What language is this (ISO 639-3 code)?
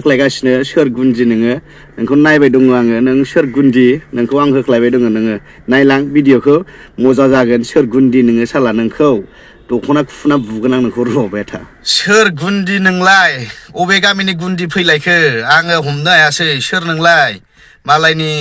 brx